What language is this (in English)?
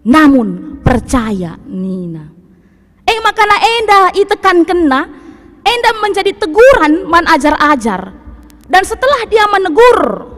Batak Karo